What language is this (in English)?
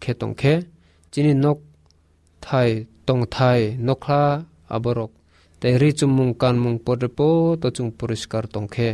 Kok Borok